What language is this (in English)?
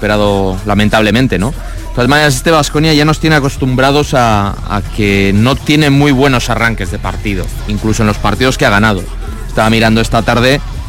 Spanish